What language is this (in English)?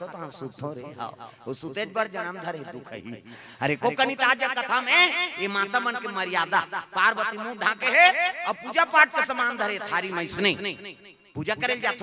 Chhattisgarhi